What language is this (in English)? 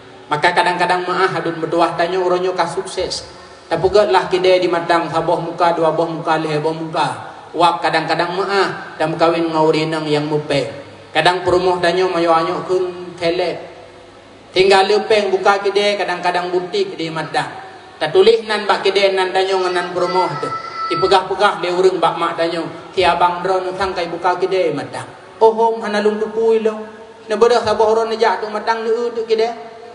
Achinese